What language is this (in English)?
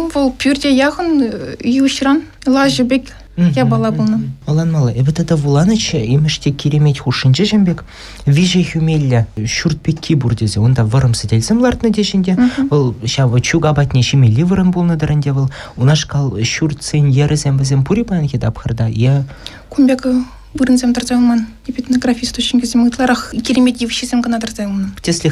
Chuvash